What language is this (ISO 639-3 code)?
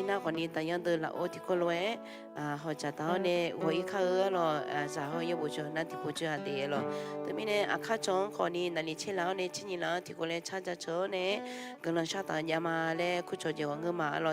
ahk